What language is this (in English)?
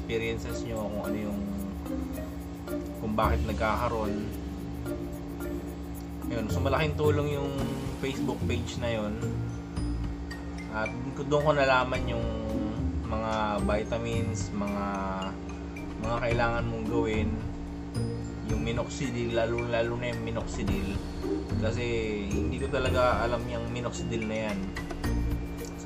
Filipino